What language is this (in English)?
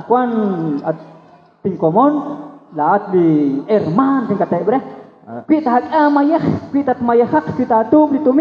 Kekchí